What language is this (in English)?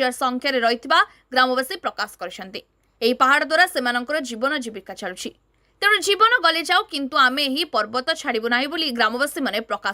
Odia